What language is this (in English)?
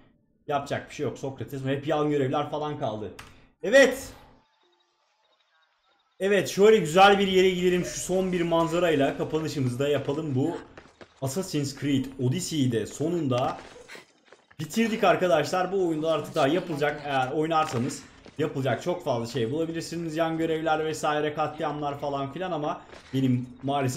Turkish